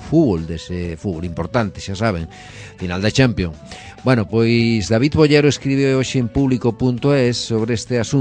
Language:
Galician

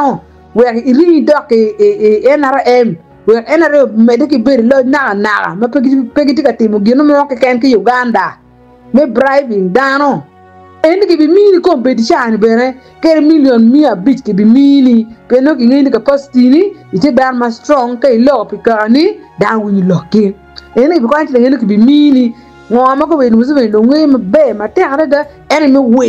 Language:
Acoli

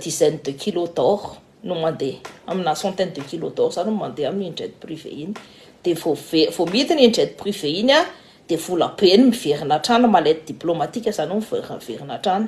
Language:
Malagasy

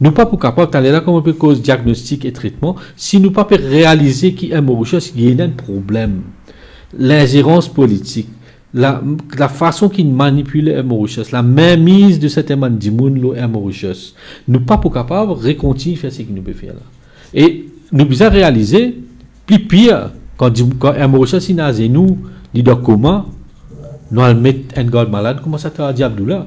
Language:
Morisyen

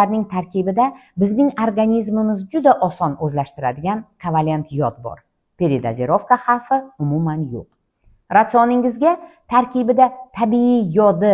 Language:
Uzbek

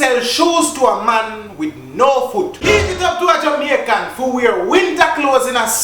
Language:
Jamaican Creole English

